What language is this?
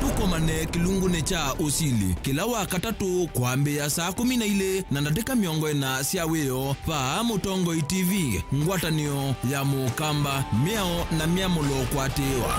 Kamba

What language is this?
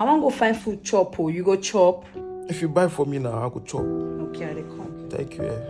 Nigerian Pidgin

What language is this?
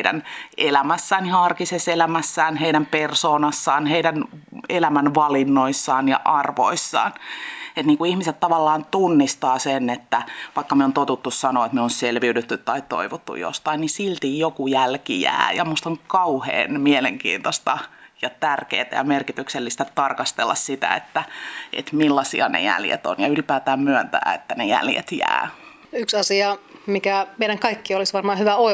Finnish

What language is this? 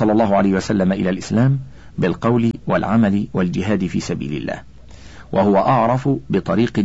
Arabic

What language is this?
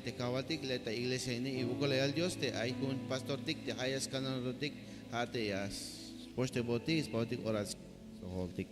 Tzeltal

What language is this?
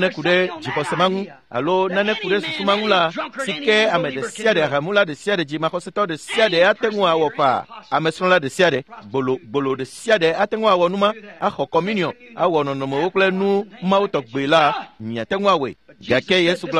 Ewe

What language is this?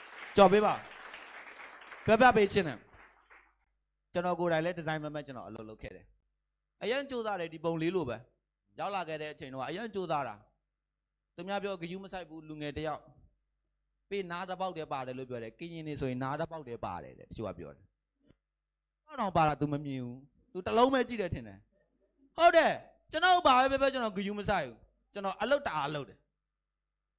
Burmese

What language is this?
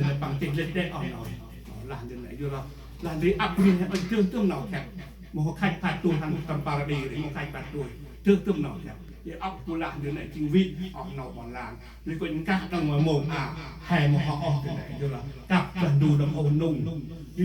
Central Mnong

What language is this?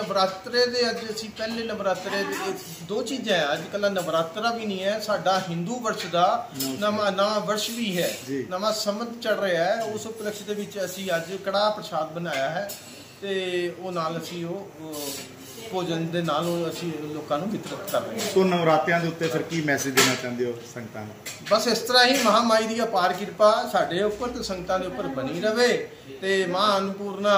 Punjabi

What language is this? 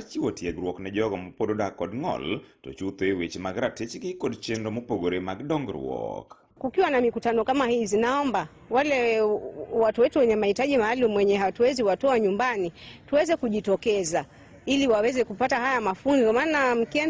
Luo (Kenya and Tanzania)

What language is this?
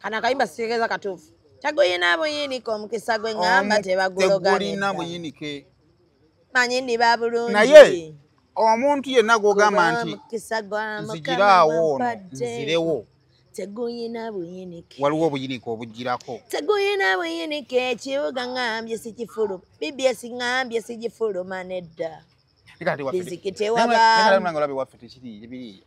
Ganda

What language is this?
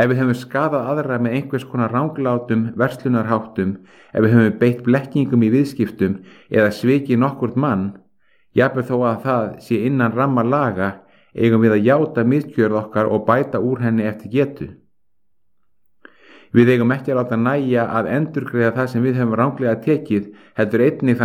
Icelandic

